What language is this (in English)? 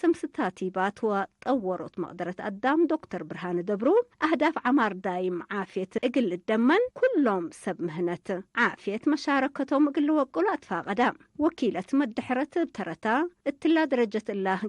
Tigre